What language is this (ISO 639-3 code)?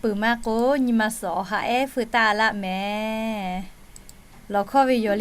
lhu